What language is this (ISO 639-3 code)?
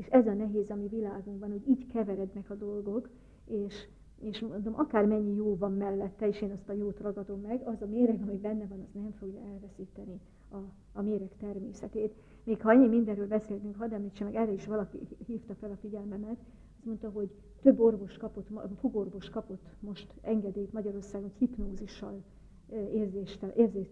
hun